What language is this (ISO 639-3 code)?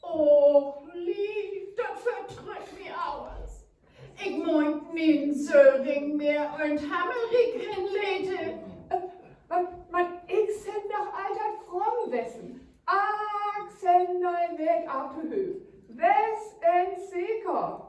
frr